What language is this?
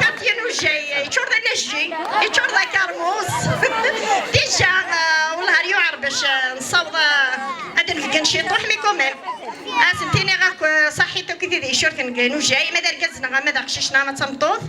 Kabyle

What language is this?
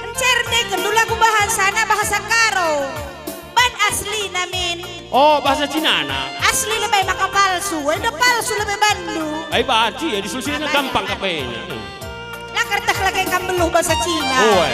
Batak Karo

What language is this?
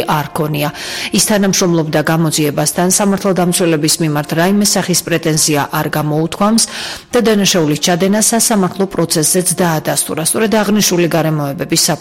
Georgian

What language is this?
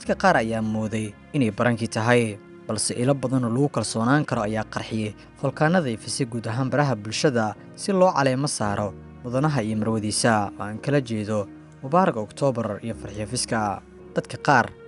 Somali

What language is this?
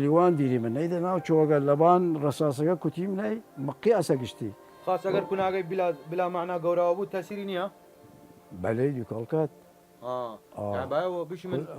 Southern Kurdish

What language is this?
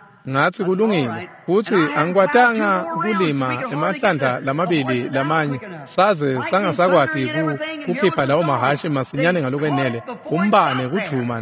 Swati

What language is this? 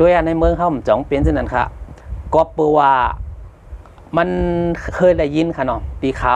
Shan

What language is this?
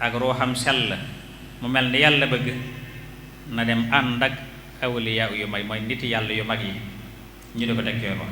Wolof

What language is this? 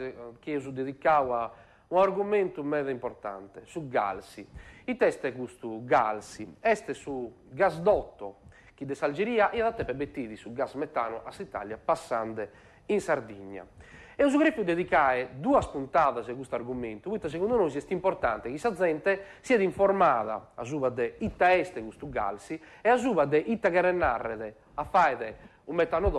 Sardinian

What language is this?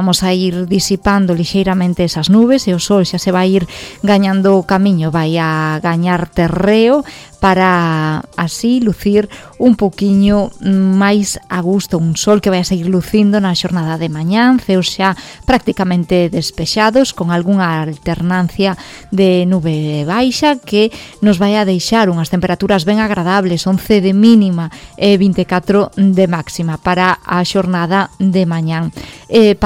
Galician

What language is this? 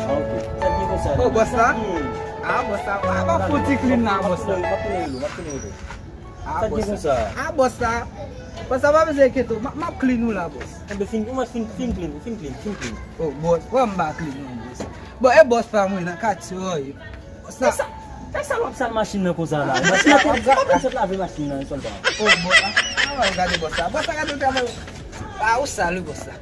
Haitian Creole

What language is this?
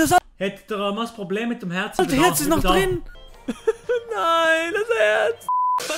Swiss German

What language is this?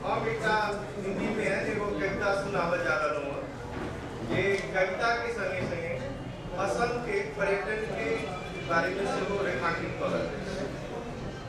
Maithili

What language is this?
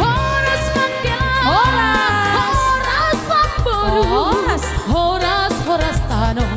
Batak Simalungun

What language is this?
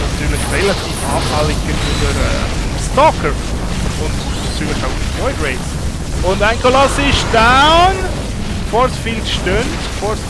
Swiss German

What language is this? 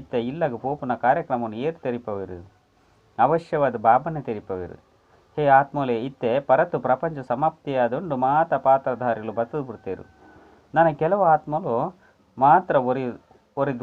Tulu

